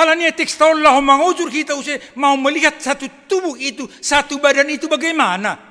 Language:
Batak Simalungun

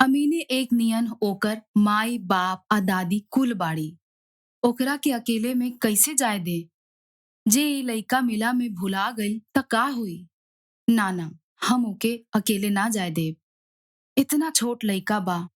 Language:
Bhojpuri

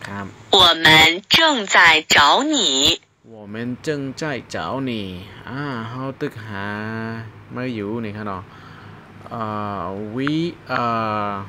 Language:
Shan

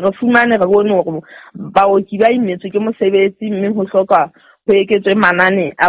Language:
Southern Sotho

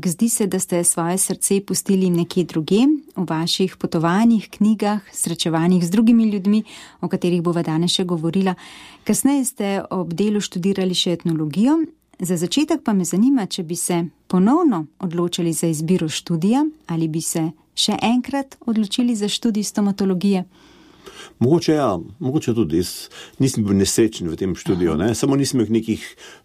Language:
Slovenian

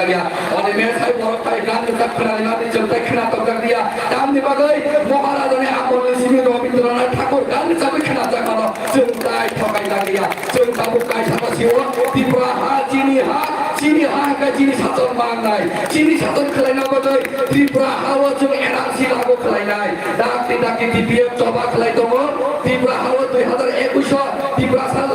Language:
Kok Borok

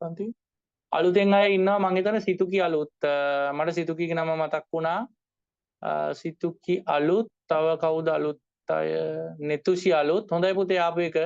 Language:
Sinhala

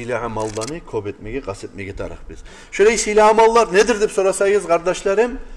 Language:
Kumyk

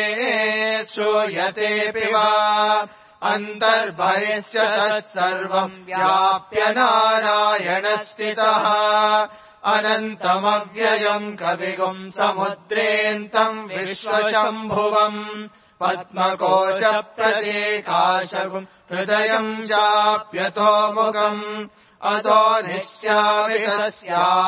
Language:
Sanskrit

